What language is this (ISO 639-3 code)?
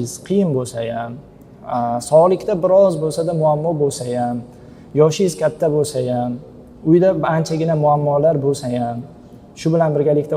uzb